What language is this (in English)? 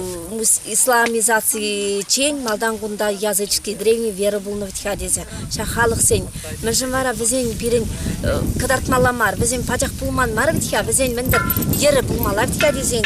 Chuvash